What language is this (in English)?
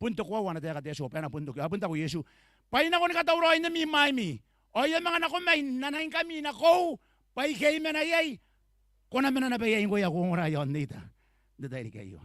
Gilbertese